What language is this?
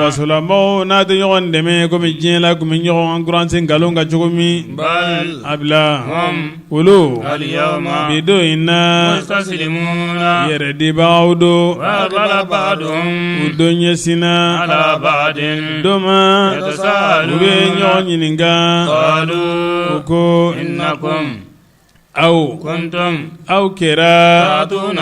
Bambara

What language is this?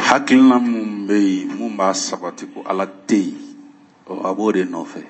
Bambara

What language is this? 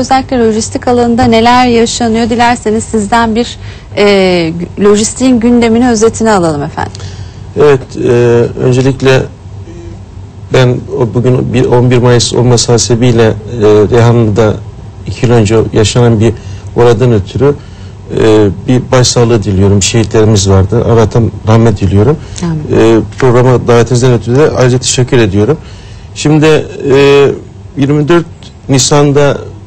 Turkish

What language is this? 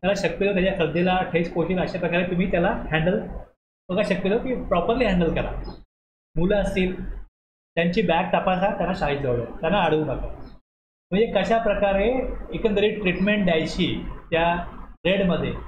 Marathi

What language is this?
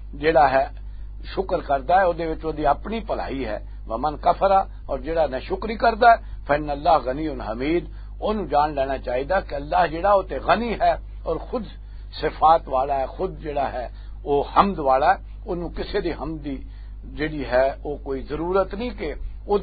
Western Panjabi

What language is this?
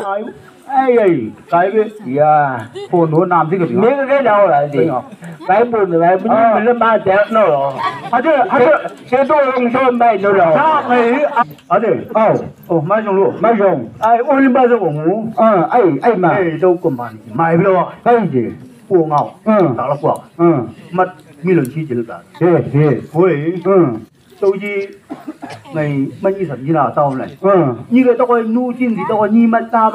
Chang Naga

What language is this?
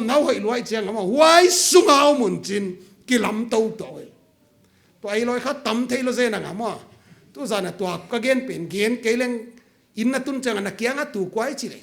Paite Chin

